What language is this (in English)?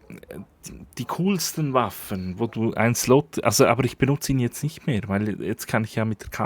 Swiss German